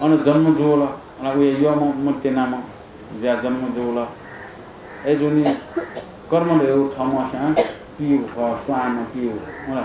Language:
Newari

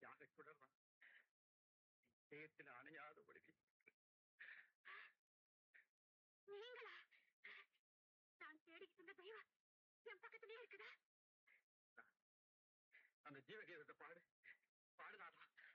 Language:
Tamil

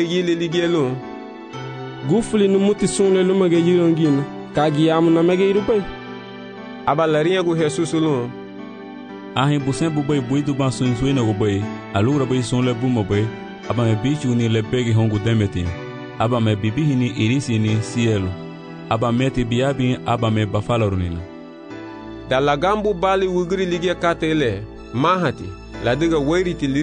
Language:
Garifuna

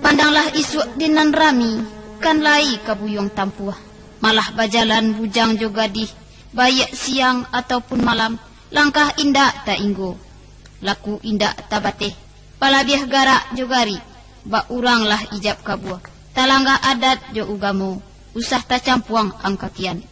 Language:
Minangkabau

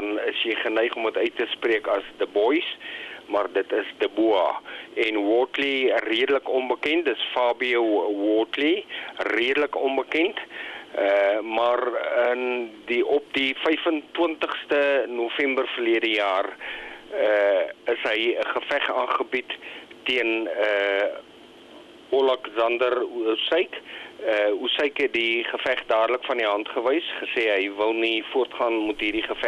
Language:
Afrikaans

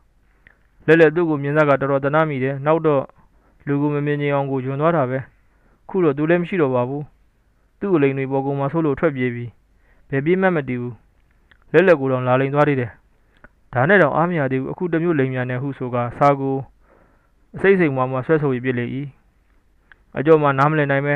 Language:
Burmese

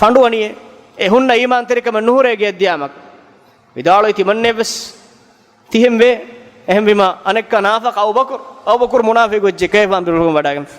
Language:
Divehi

